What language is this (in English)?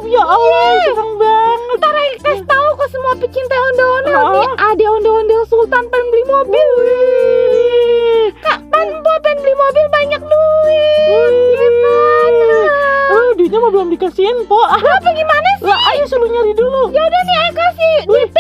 Betawi